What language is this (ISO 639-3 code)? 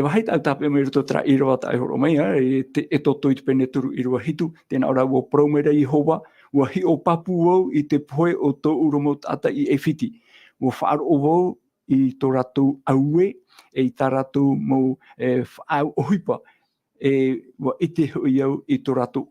tah